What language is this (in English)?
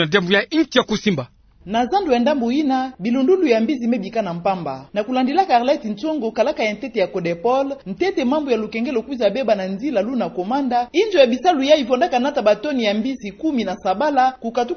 Kituba (Democratic Republic of Congo)